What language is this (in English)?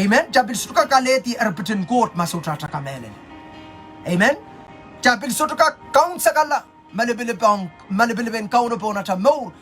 Pohnpeian